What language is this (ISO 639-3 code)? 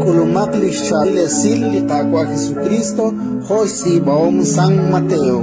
kek